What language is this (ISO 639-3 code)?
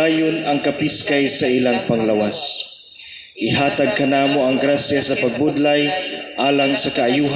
ceb